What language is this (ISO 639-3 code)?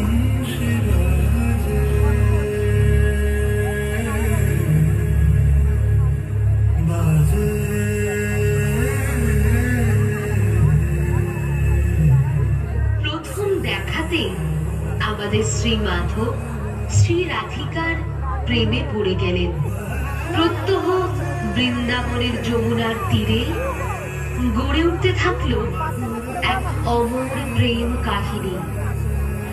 ben